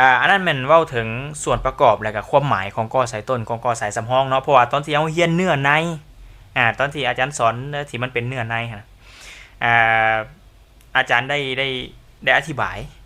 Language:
Lao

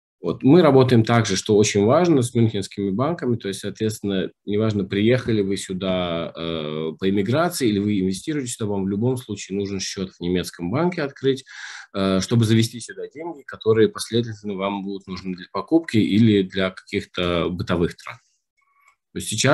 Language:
Russian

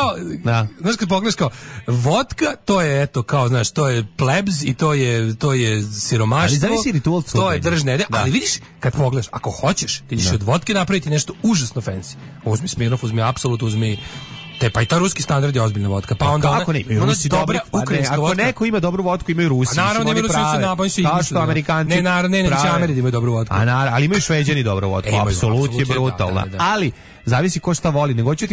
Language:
Serbian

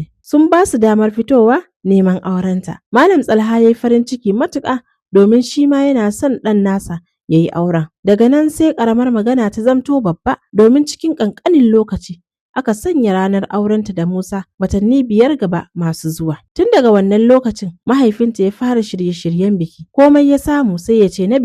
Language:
Hausa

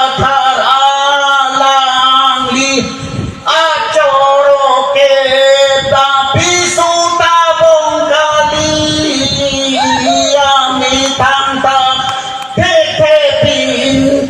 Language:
Karbi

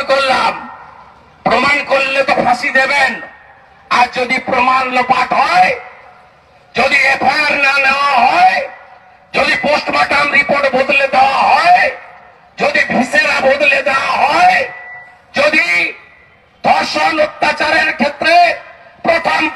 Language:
Bangla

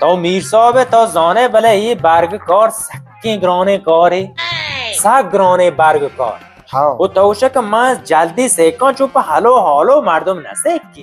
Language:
Baluchi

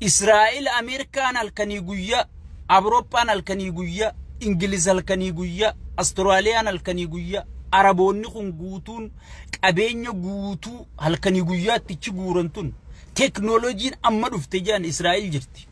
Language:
Oromo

